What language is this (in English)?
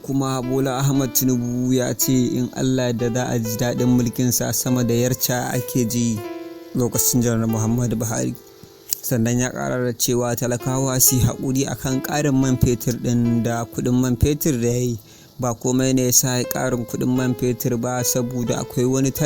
Hausa